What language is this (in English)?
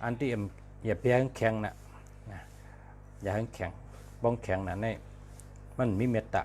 Shan